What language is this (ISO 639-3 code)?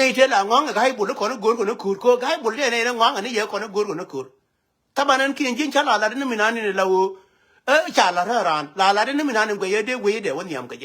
nus